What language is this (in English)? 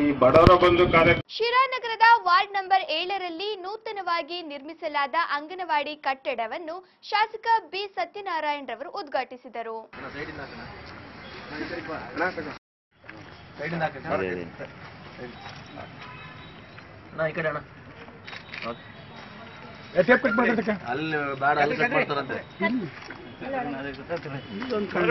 Kannada